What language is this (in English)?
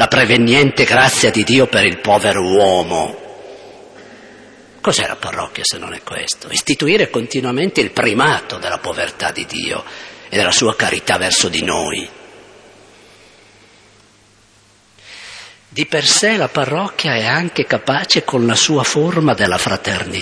Italian